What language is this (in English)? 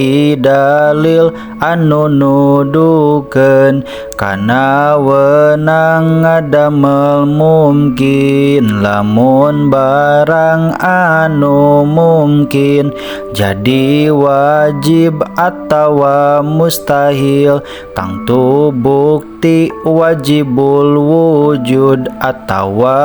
Sundanese